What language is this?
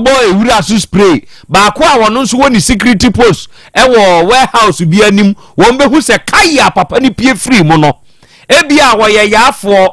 Akan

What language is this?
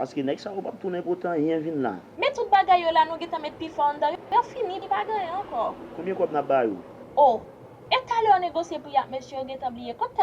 Haitian Creole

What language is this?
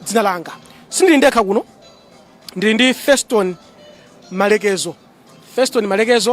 Nyanja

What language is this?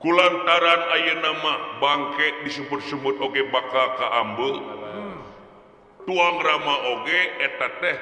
Sundanese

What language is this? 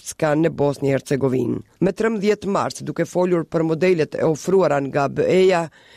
Albanian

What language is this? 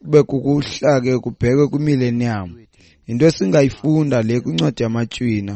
Xhosa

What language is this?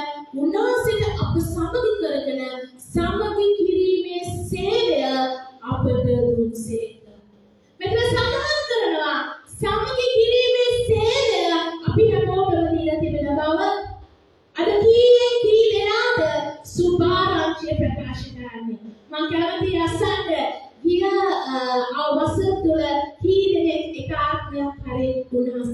Sinhala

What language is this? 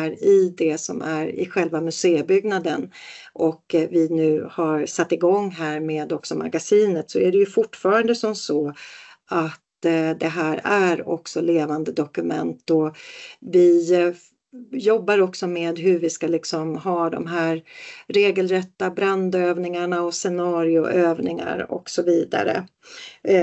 Swedish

